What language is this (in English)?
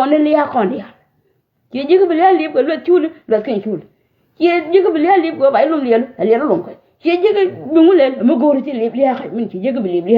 Nuer